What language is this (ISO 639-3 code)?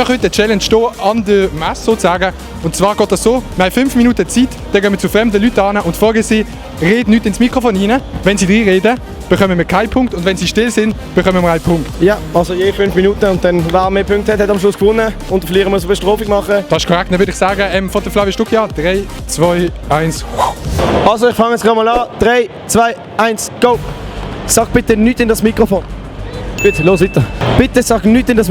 gsw